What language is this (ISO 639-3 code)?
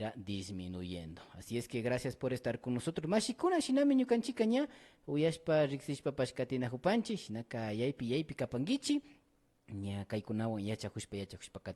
qvi